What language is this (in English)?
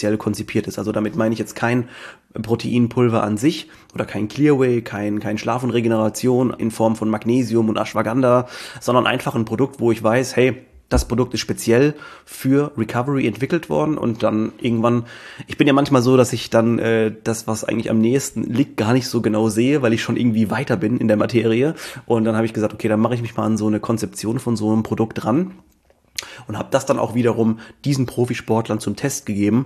German